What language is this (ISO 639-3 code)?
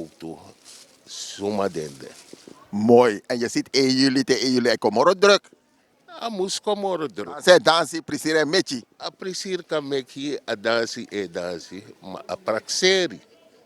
srn